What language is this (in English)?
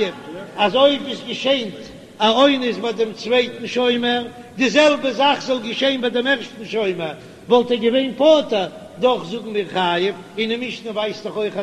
Yiddish